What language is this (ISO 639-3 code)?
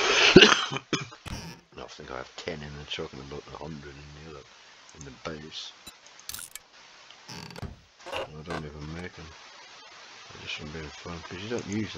eng